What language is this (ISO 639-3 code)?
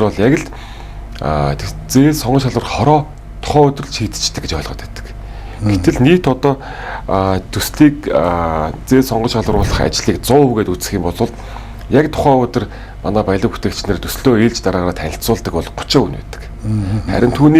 mon